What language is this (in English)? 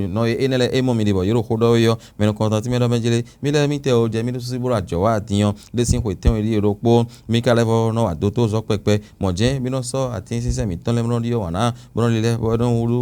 Fon